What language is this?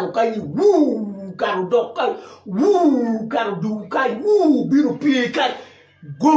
Acoli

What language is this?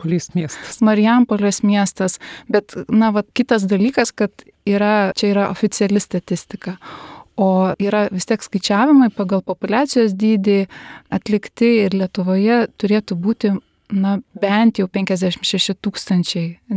Lithuanian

